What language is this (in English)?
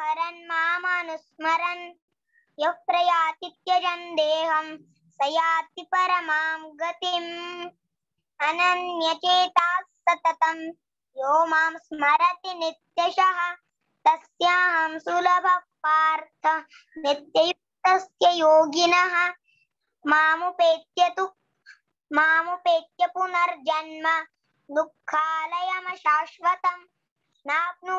Sanskrit